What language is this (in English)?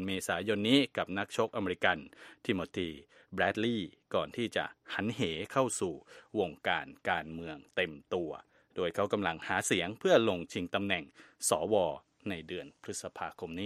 Thai